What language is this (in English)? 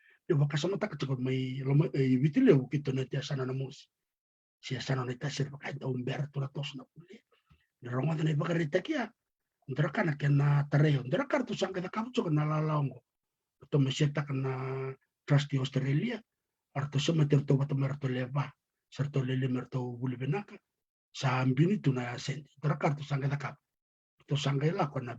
Fijian